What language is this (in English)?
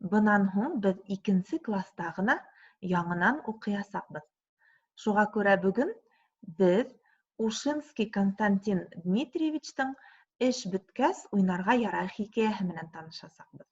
Bashkir